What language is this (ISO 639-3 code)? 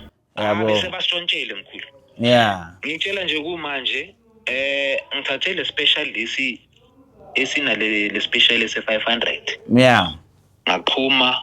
zul